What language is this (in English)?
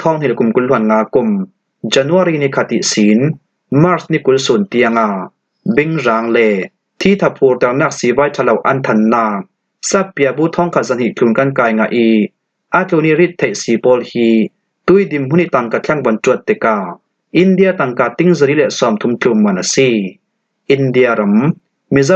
Falam Chin